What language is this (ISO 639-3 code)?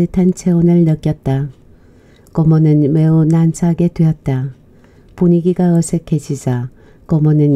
kor